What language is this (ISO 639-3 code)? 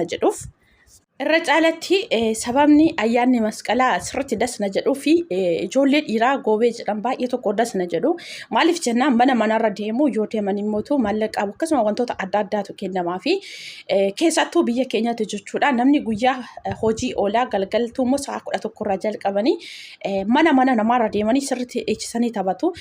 orm